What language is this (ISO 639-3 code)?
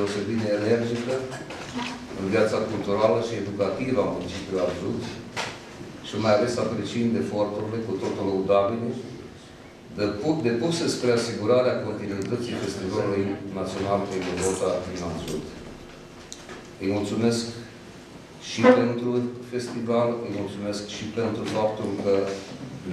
ron